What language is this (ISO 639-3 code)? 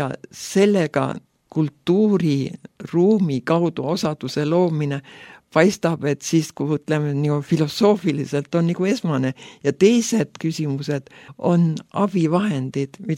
est